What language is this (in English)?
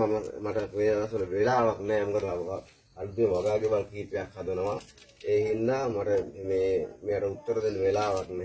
Sinhala